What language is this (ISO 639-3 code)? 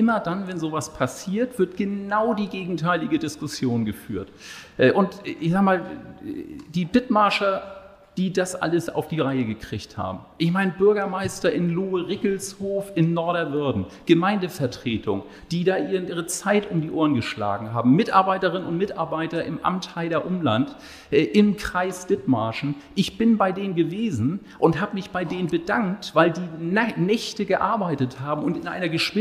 deu